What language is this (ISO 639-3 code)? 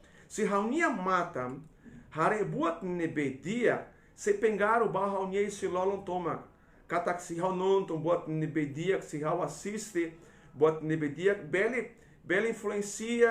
tet